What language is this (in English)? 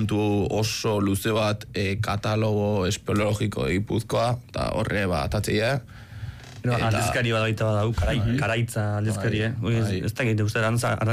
Basque